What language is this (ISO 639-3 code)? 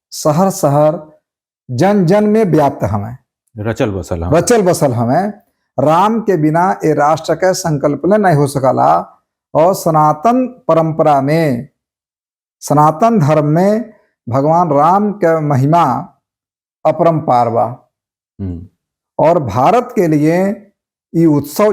bho